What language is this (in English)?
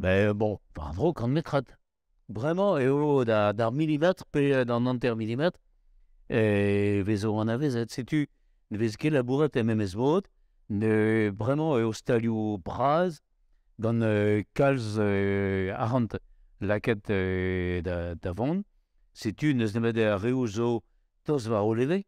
Breton